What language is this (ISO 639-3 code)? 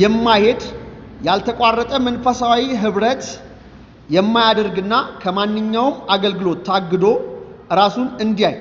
amh